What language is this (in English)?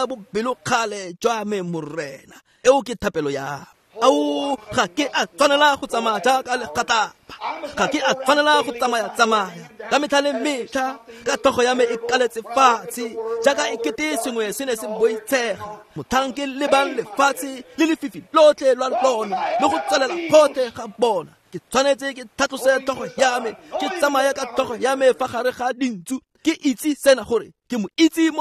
Tswana